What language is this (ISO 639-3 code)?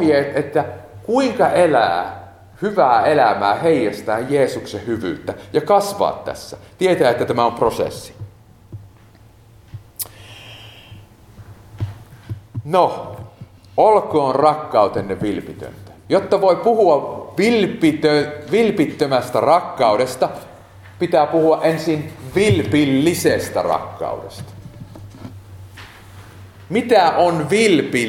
fin